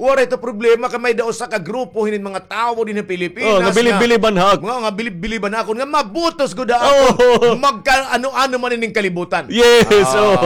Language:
Waray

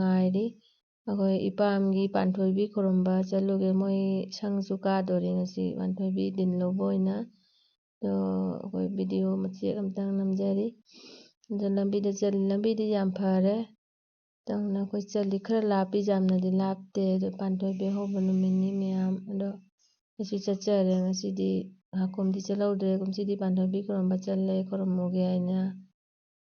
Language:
Manipuri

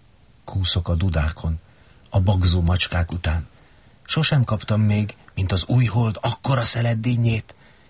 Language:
Hungarian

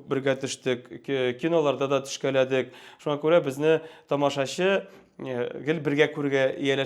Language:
Tatar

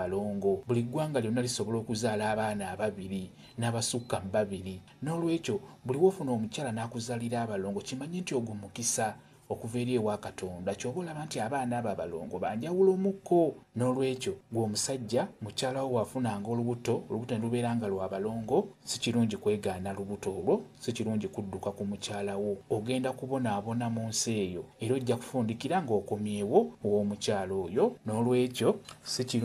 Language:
Ganda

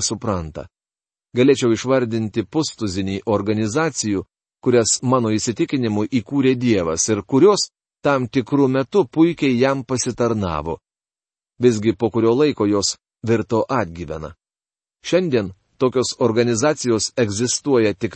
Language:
Lithuanian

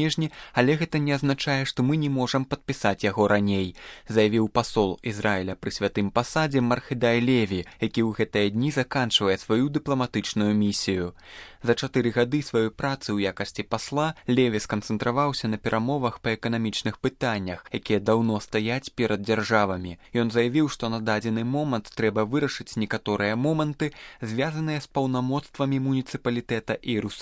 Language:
Belarusian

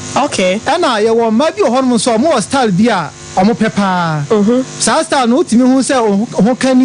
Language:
Akan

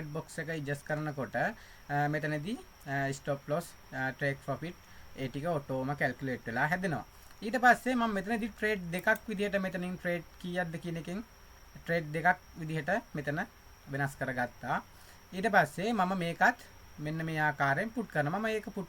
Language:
Sinhala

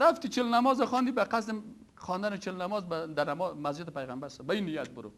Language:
Persian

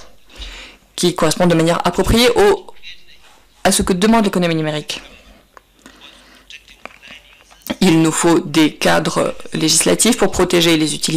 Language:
French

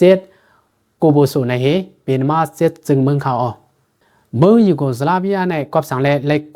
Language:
Lao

